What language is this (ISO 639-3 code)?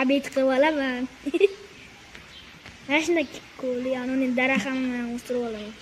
uzb